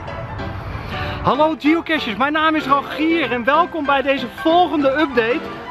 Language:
Dutch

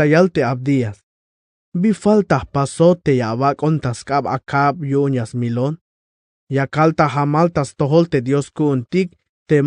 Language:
Tzeltal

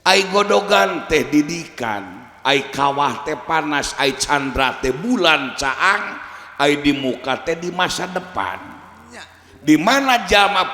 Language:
Sundanese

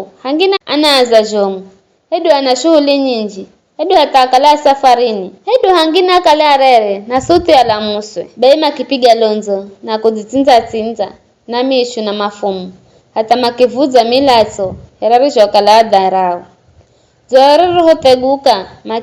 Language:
Giryama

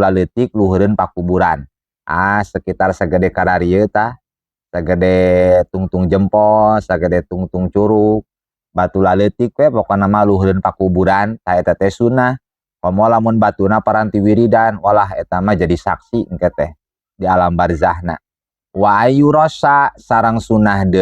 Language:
Sundanese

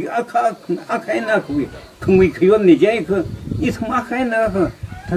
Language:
Tangkhul Naga (India)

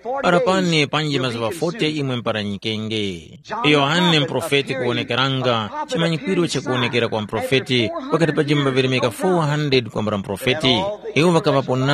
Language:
Tumbuka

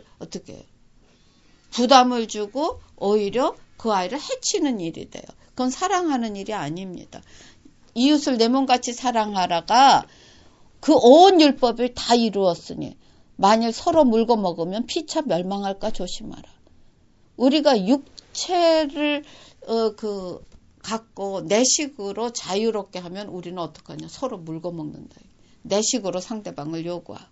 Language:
Korean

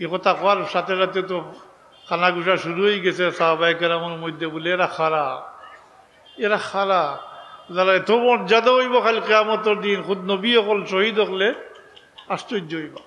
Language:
Sylheti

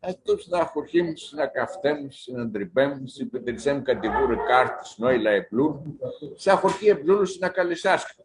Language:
Aromanian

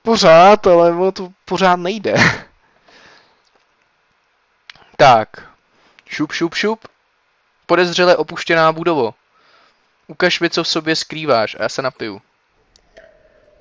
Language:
Czech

